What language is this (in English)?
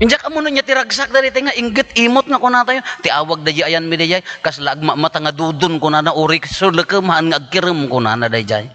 Iloko